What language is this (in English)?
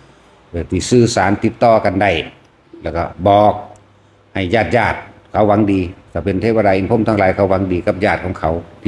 Northeastern Thai